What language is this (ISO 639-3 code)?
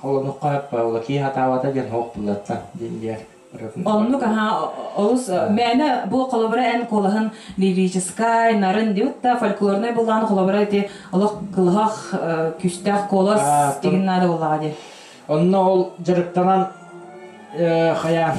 sah